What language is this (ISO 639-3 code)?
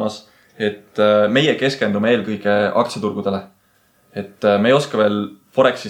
est